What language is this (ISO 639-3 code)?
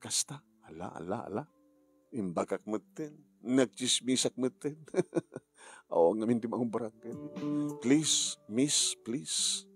ilo